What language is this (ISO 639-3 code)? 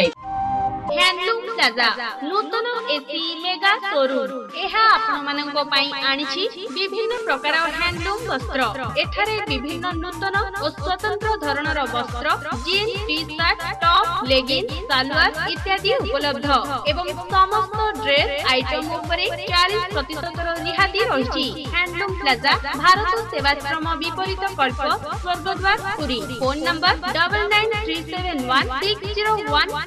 ori